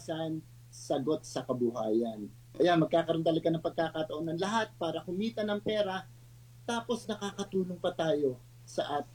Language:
Filipino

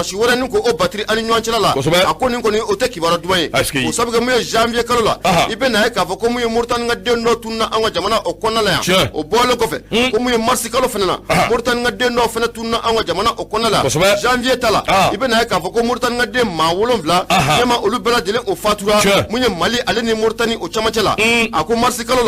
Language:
Bambara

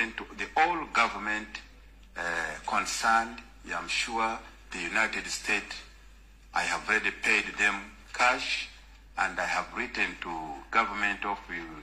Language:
Ganda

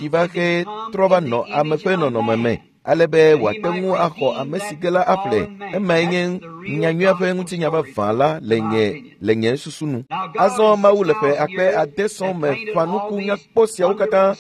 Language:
Ewe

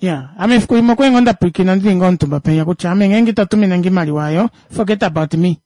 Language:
Kuanyama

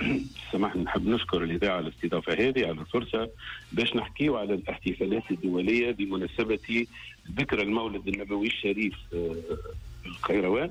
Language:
Tunisian Arabic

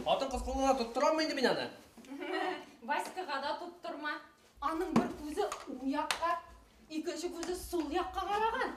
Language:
Bashkir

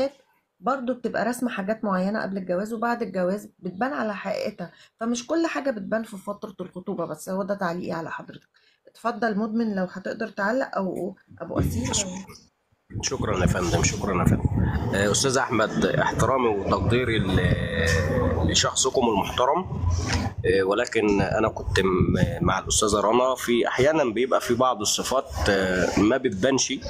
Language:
Egyptian Arabic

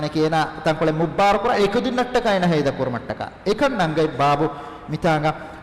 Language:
Divehi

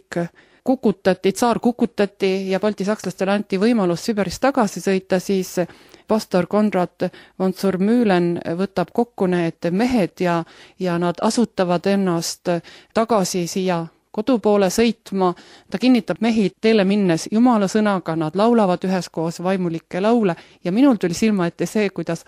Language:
Estonian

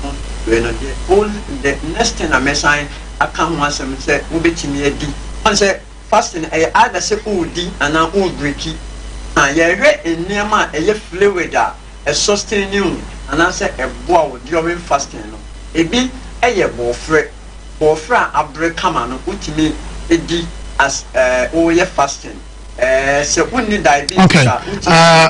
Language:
Akan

